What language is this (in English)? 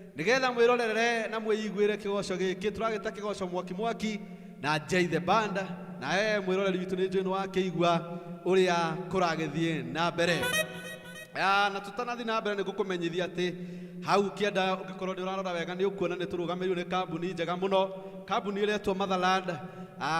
Kikuyu